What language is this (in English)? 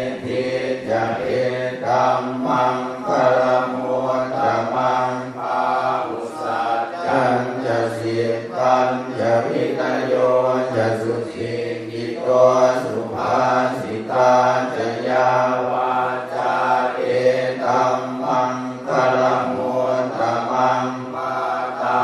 Pali